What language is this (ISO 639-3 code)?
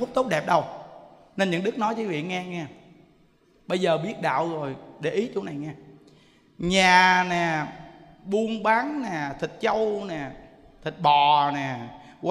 vie